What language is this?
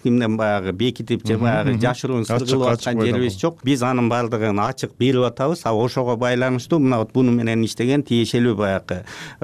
Kyrgyz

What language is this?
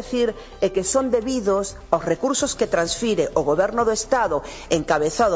Galician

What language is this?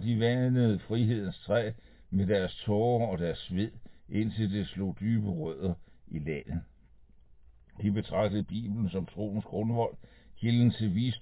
Danish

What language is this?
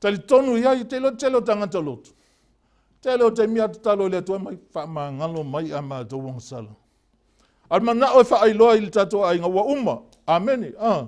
Samoan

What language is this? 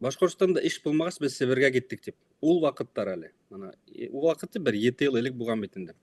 Bashkir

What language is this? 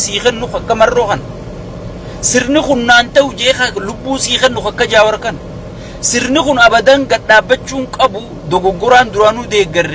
Oromo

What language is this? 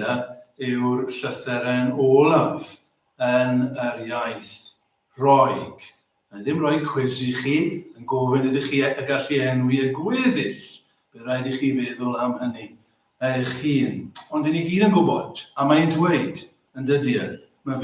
Welsh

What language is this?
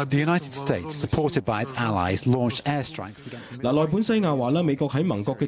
Cantonese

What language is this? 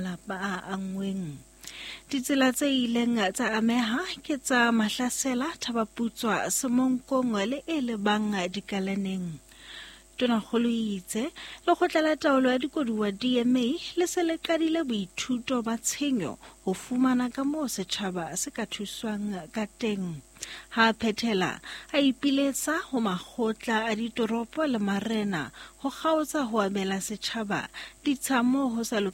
Southern Sotho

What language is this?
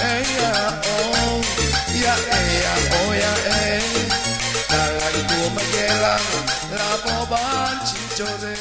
Batak Karo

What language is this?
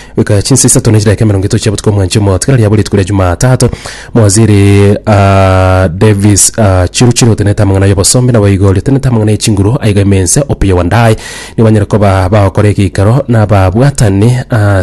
Gusii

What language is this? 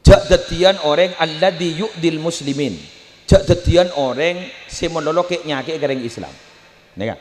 Madurese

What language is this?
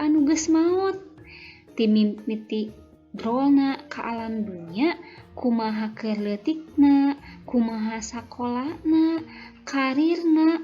Sundanese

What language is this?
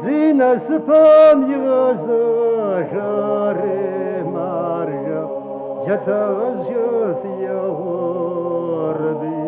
Kabardian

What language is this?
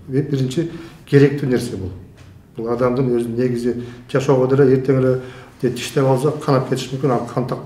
Kyrgyz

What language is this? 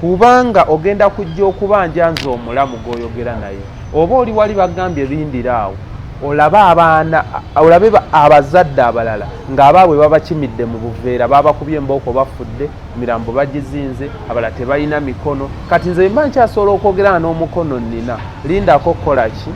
Ganda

